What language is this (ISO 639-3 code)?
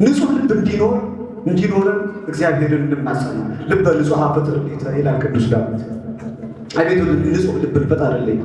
amh